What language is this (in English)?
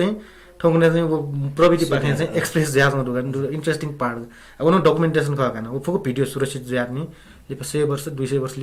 Newari